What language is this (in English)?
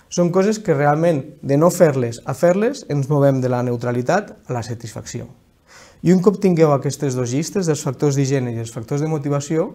Catalan